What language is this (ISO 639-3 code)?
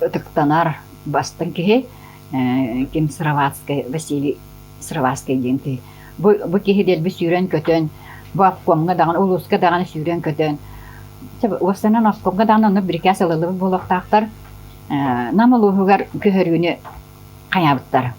sah